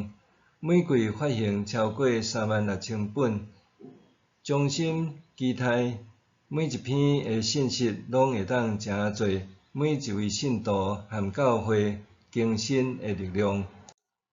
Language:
Min Nan Chinese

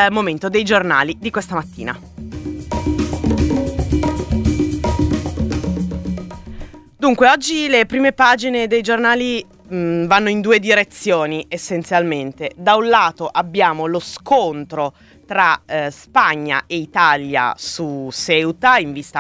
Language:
Italian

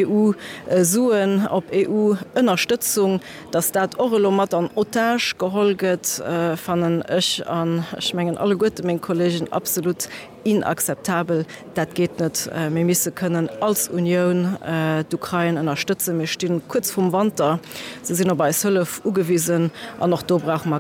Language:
Luxembourgish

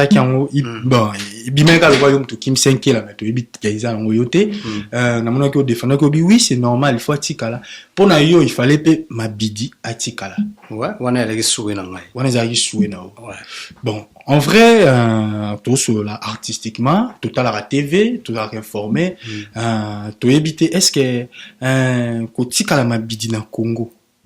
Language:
Lingala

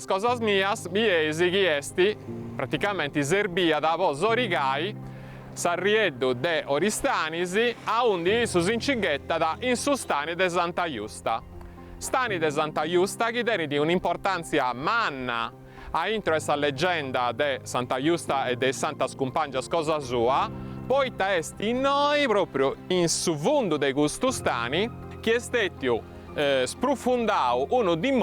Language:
Sardinian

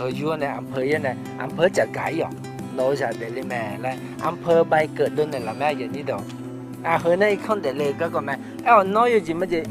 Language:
Akha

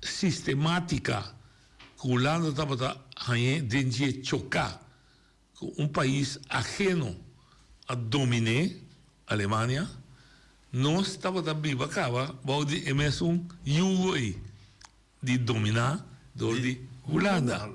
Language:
Papiamento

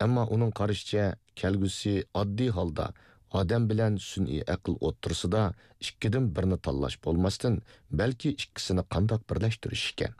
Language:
Uyghur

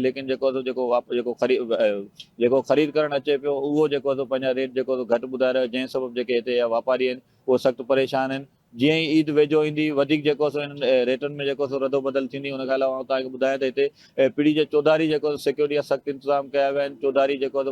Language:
Sindhi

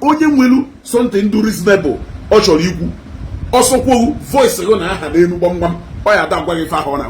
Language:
Igbo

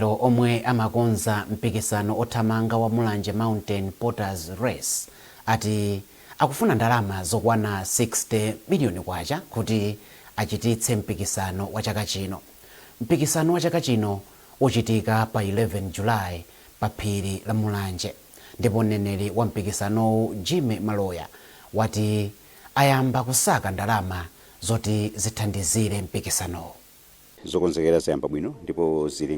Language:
Nyanja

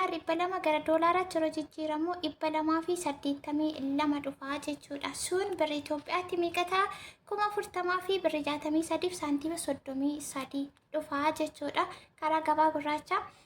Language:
Oromo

